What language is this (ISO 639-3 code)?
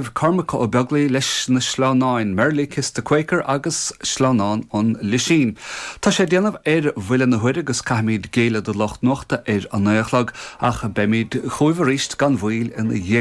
gle